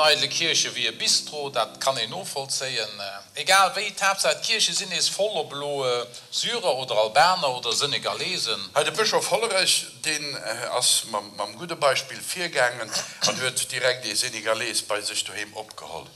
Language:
Luxembourgish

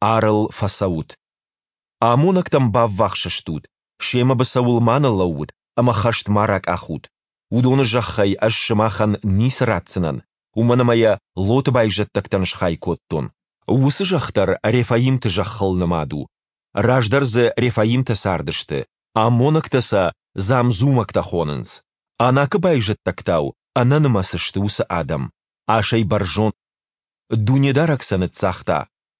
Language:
Ossetic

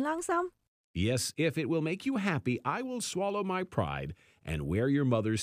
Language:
Cantonese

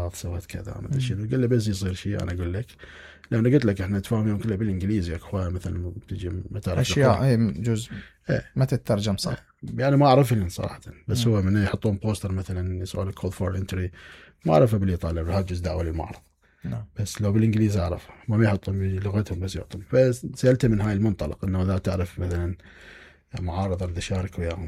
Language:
Mesopotamian Arabic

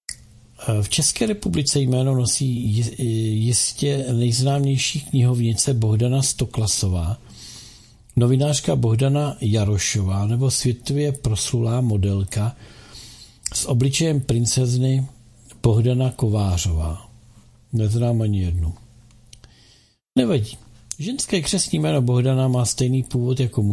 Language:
Czech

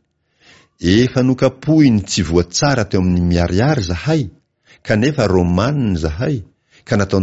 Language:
Malagasy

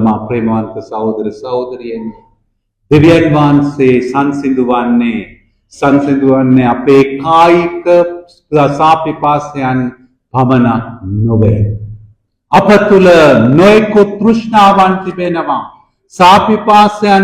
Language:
Sinhala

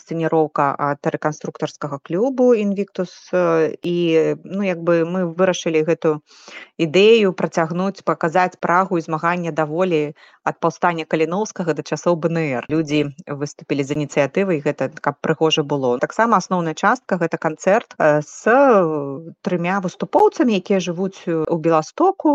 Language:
Belarusian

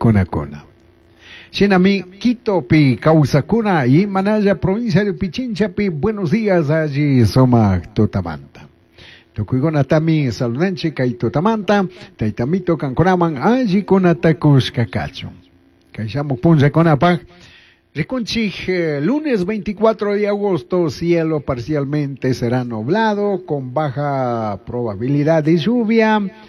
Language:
Chimborazo Highland Quichua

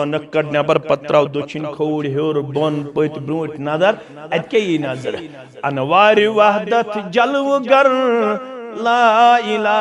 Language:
Kashmiri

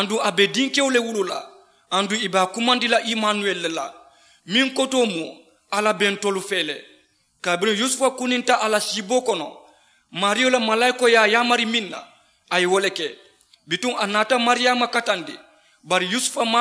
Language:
Mandingo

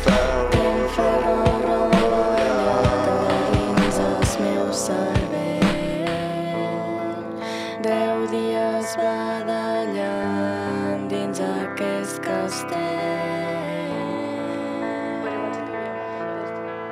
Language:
Catalan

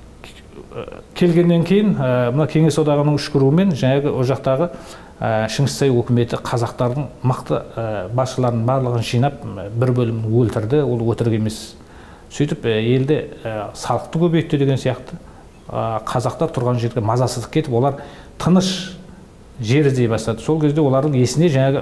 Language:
Kazakh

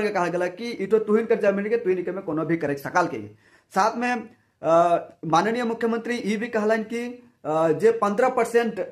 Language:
Sadri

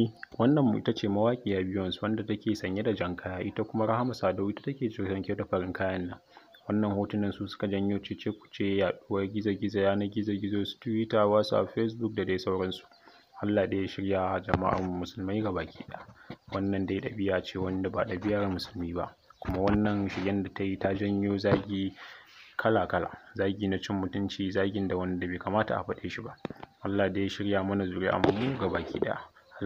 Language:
Hausa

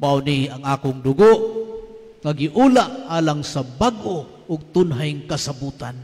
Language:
Cebuano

